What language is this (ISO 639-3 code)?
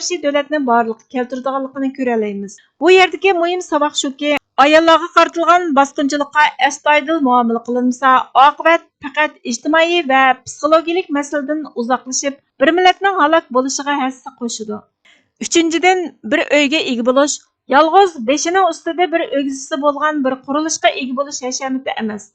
uig